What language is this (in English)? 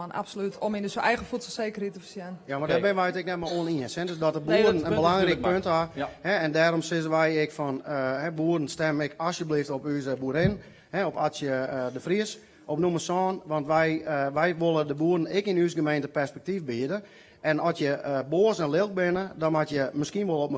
Western Frisian